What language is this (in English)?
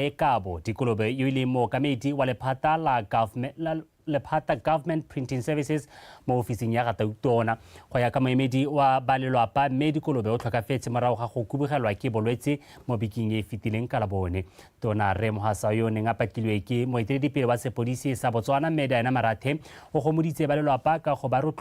Tswana